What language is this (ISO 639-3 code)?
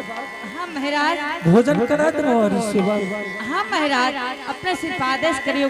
anp